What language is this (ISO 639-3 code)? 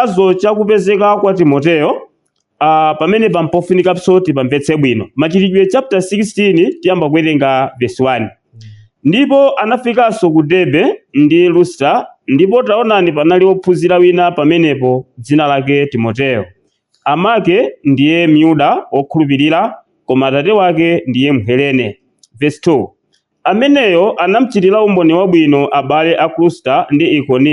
nya